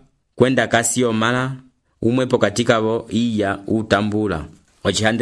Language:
Umbundu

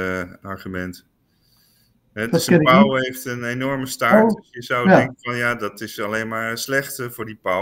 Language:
Dutch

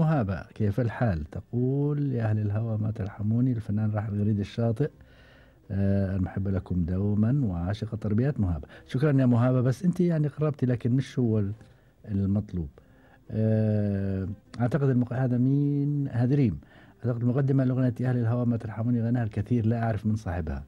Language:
Gulf Arabic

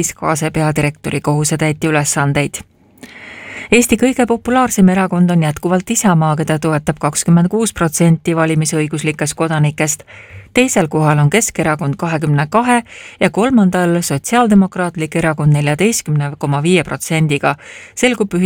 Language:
Estonian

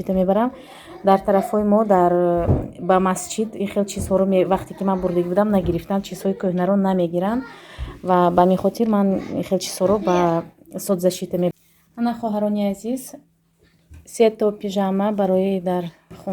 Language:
Tajik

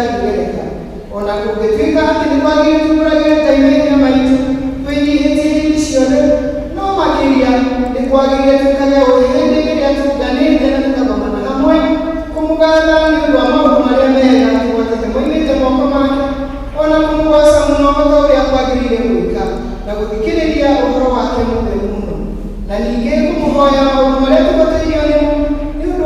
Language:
Kikuyu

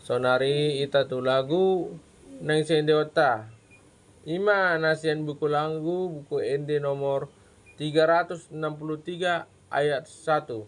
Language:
Batak Toba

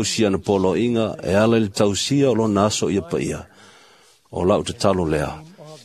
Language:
Samoan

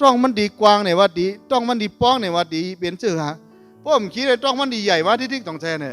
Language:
Shan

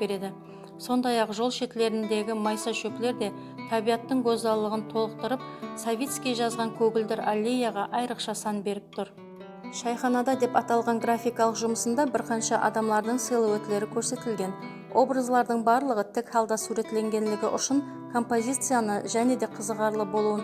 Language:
Kara-Kalpak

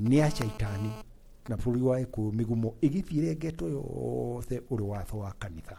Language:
Kikuyu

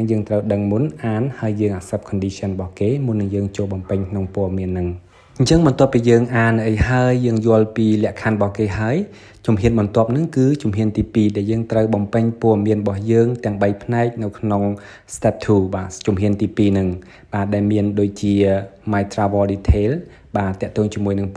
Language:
Khmer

